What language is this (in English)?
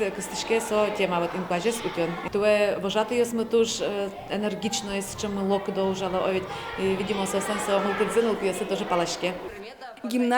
Udmurt